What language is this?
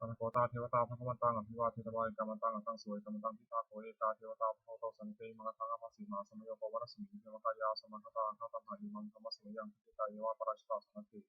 Pali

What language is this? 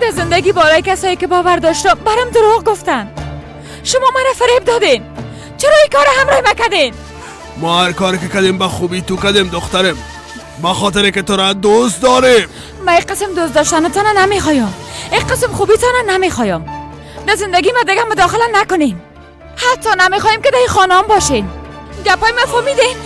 Persian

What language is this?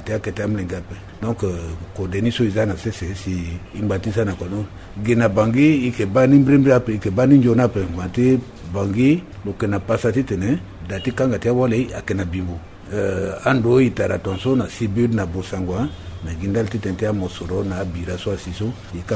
Sango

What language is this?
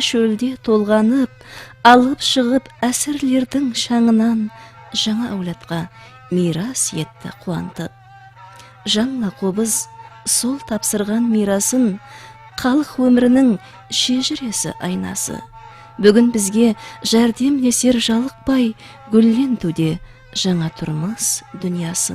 Kara-Kalpak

